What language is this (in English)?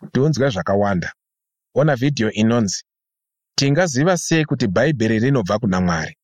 Shona